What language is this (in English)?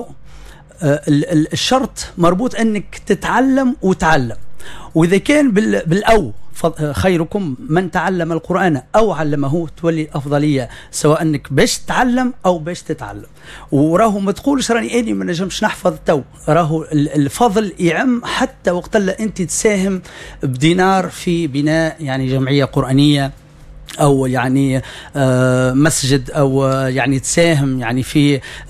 Tunisian Arabic